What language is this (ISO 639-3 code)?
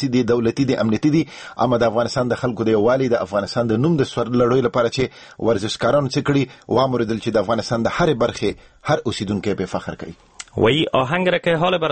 fas